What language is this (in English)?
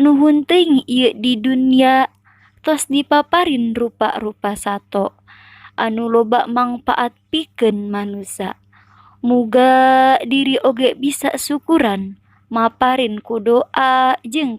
Sundanese